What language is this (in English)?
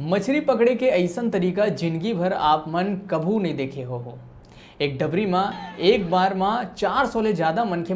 Chhattisgarhi